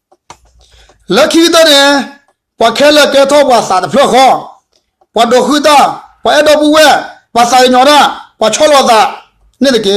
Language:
S'gaw Karen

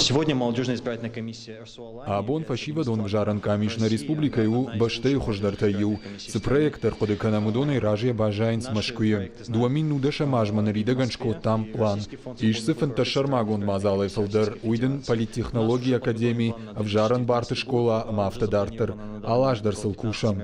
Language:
Ossetic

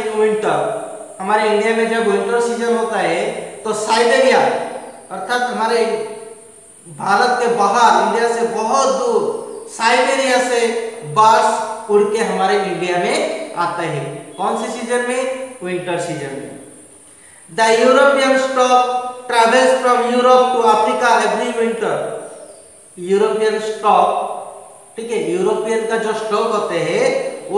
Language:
Hindi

